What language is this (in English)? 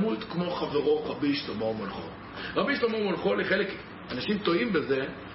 Hebrew